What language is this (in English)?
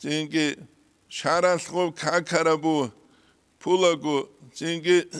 Avaric